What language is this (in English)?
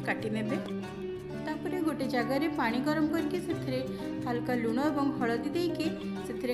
Odia